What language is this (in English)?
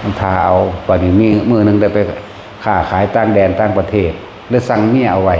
Northeastern Thai